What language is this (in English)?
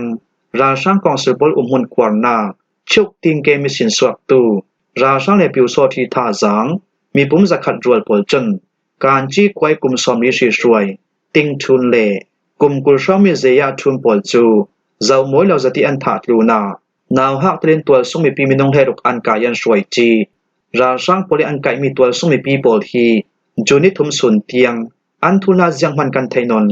Falam Chin